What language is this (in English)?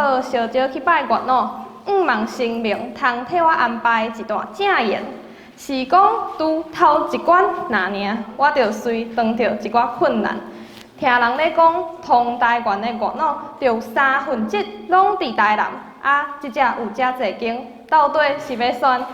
Min Nan Chinese